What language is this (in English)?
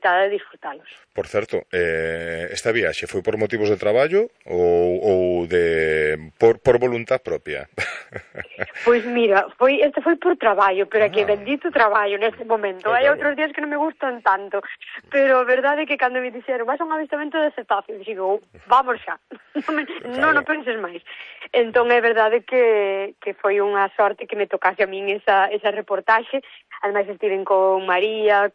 Galician